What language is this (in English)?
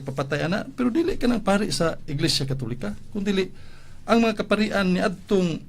Cebuano